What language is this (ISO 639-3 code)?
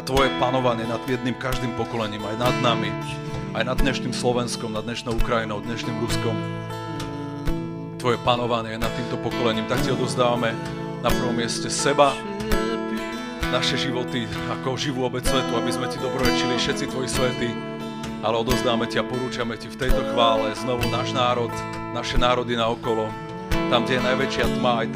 slk